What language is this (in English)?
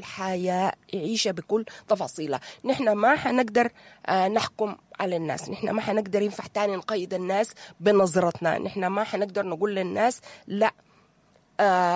Sudanese Arabic